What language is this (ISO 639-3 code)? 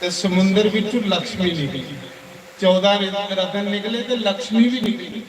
doi